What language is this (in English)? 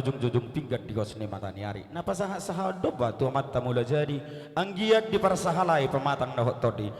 Batak Toba